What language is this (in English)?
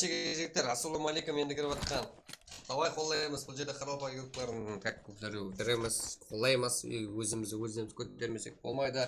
Kara-Kalpak